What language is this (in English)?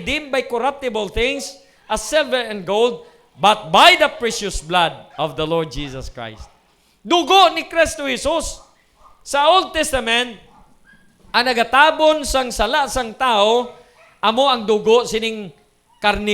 Hiligaynon